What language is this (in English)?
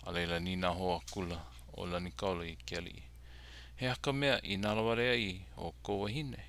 Hawaiian